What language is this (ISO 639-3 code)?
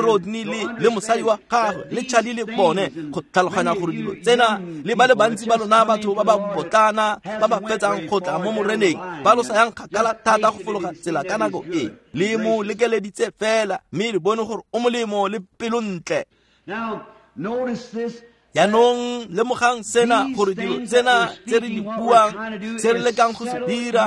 tsn